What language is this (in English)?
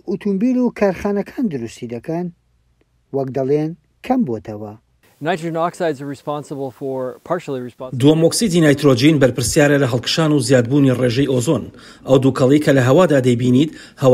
Central Kurdish